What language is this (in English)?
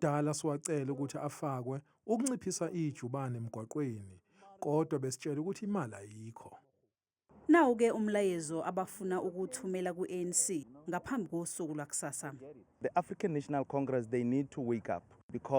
Zulu